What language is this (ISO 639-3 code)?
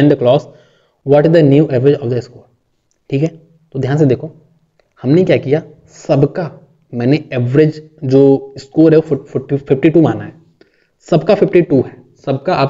hin